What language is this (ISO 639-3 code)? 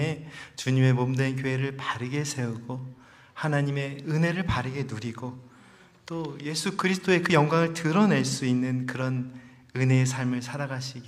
kor